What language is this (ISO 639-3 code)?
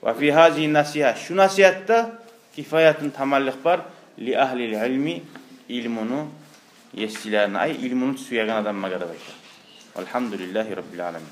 kum